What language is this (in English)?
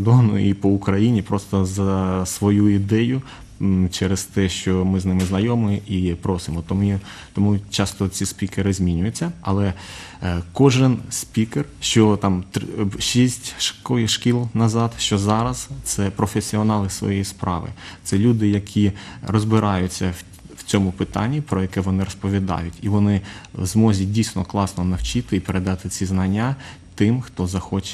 Ukrainian